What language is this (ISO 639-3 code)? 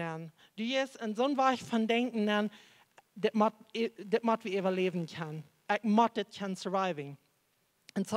pdt